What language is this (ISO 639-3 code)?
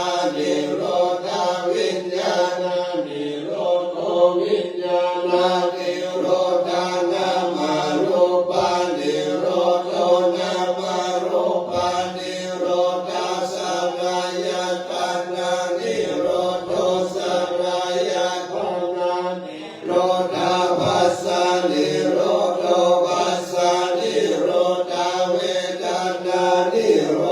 pli